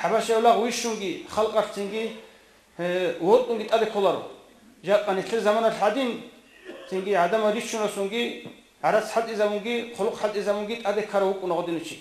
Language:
Avaric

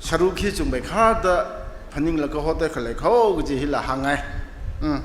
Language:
Tangkhul Naga (India)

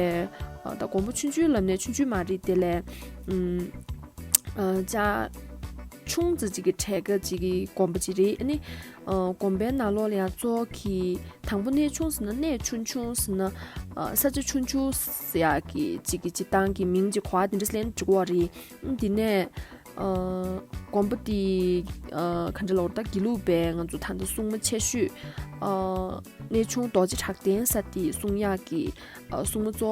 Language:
Tibetan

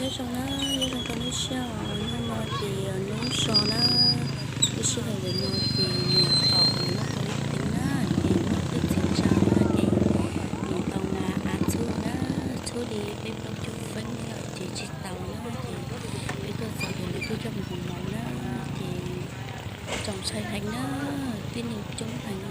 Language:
Hmong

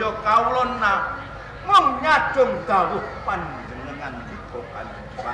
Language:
Javanese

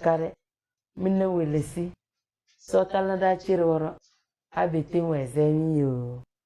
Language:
Tem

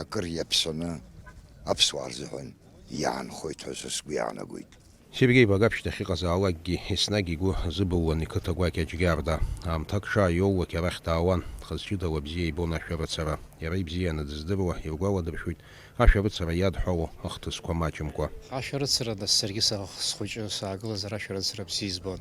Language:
Abkhazian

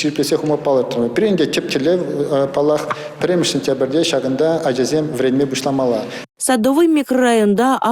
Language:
Chuvash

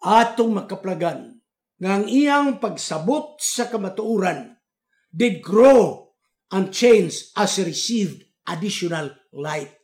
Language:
Cebuano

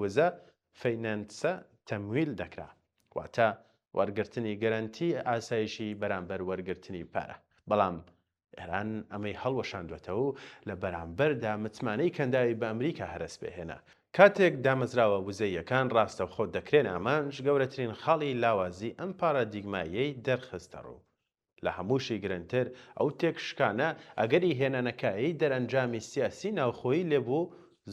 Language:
Central Kurdish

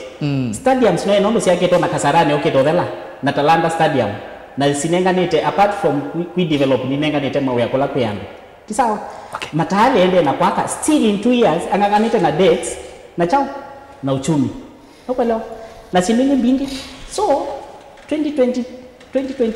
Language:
Kamba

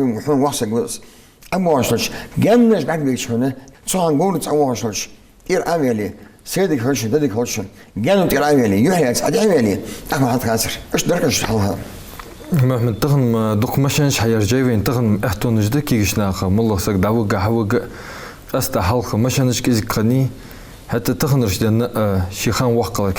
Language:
Ingush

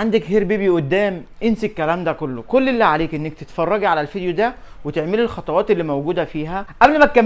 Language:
Egyptian Arabic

